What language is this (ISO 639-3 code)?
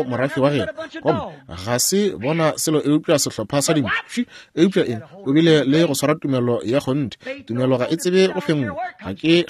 nso